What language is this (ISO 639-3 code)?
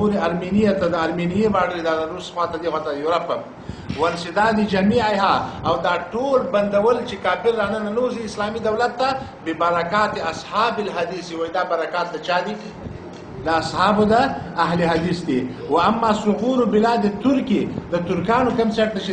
pus